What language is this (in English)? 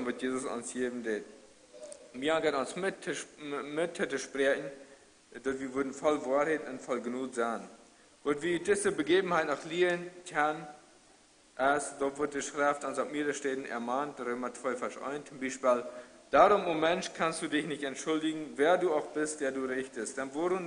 Plautdietsch